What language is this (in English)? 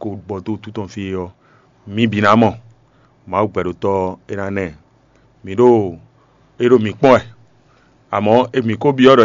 Fon